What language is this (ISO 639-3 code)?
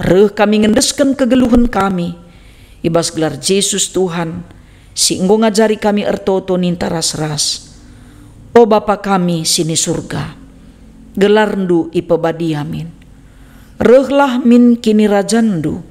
btx